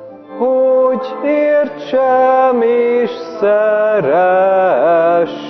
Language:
Hungarian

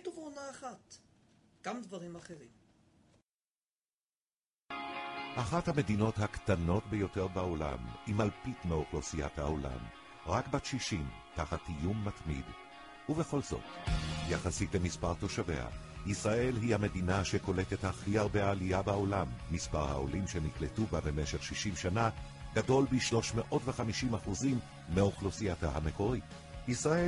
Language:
Hebrew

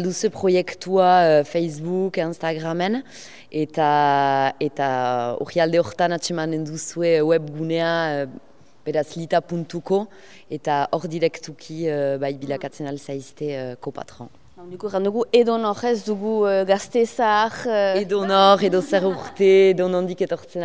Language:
Basque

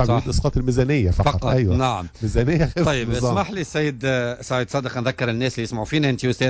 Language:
Tunisian Arabic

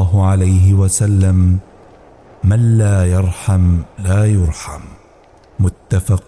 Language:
Arabic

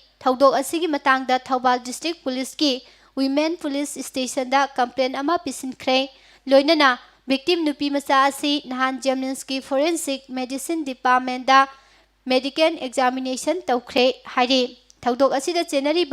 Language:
Manipuri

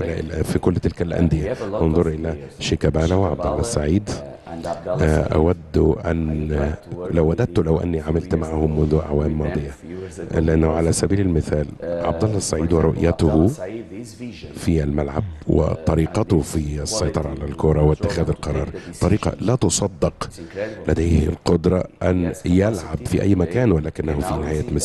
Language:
Egyptian Arabic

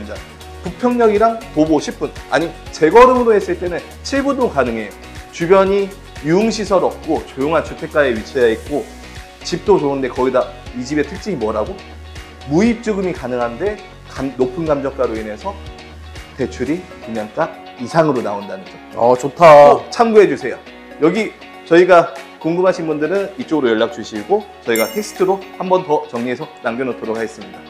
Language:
Korean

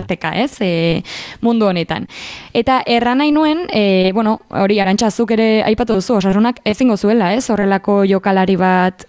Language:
Basque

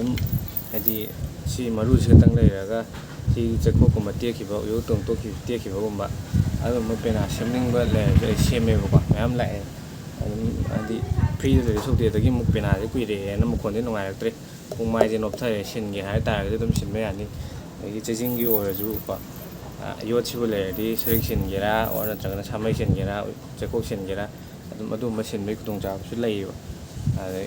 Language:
Manipuri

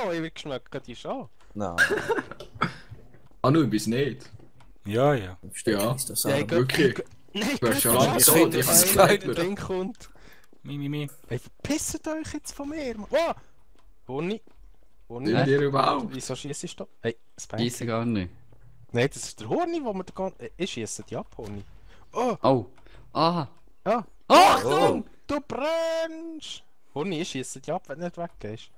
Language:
Swiss German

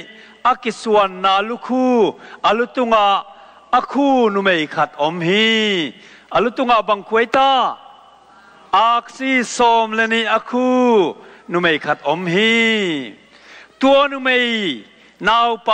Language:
Tedim Chin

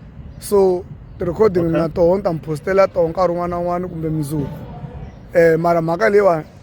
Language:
Tsonga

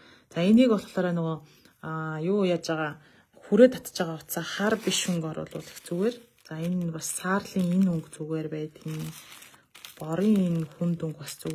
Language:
Mongolian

